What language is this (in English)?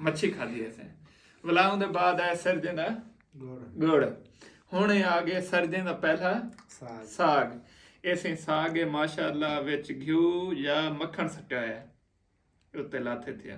Saraiki